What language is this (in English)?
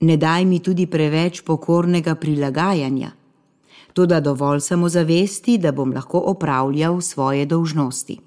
Slovenian